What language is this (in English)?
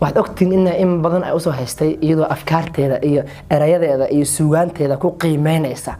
Somali